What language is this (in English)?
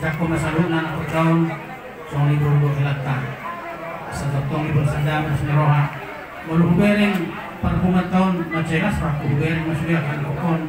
Batak Toba